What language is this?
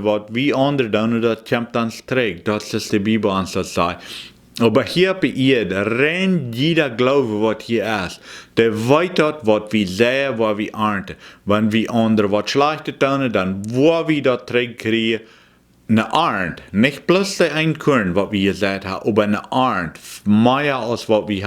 Plautdietsch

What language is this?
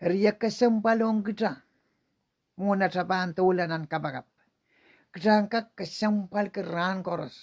Pohnpeian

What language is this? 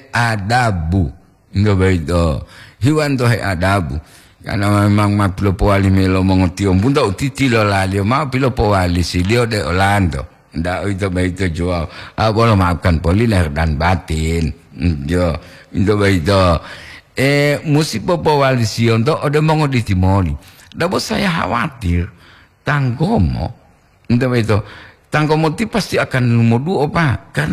Gorontalo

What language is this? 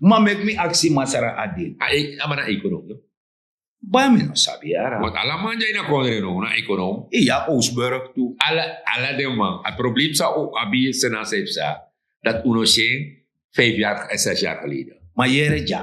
Sranan Tongo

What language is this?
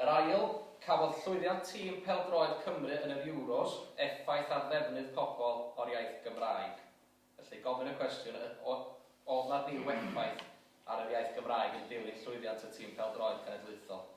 Welsh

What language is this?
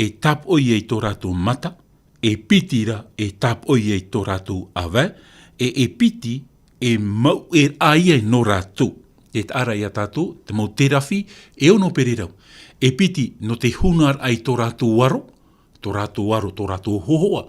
Tahitian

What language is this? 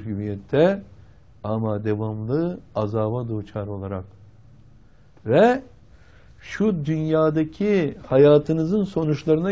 Turkish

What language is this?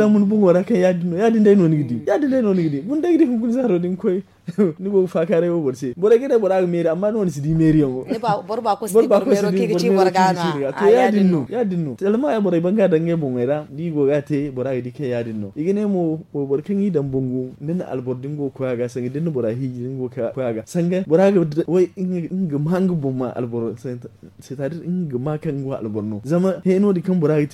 Zarma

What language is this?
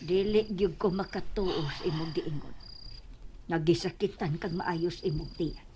Cebuano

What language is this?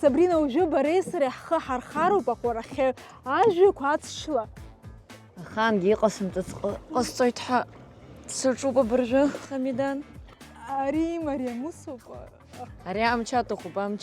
Abkhazian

